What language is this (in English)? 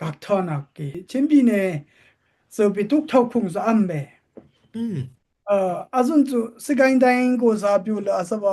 Dimasa